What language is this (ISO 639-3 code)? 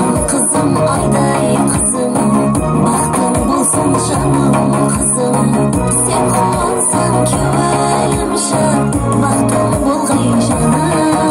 kaa